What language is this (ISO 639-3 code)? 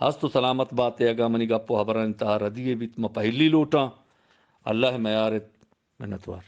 bgp